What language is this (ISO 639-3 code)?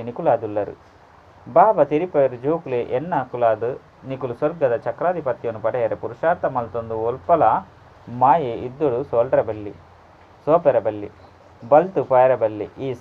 tcy